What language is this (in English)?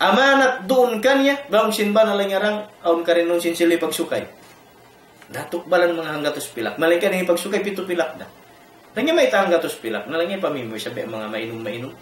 Tausug